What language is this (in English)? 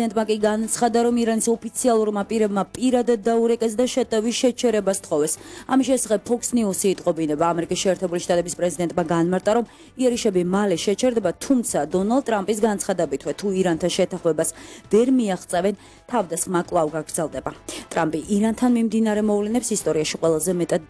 Georgian